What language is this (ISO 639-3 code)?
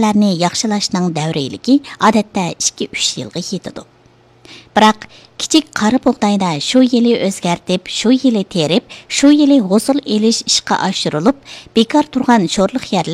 uig